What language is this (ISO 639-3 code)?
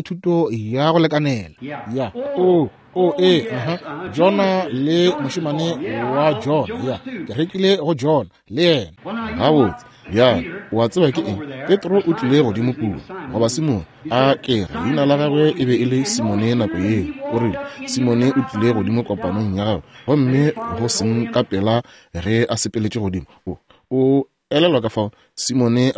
nso